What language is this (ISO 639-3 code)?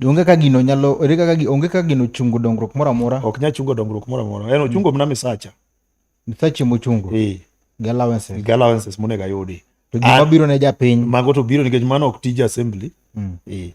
luo